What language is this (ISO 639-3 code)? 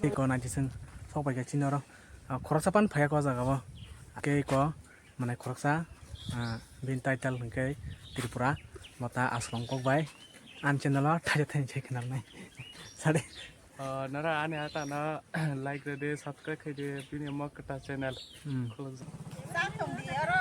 trp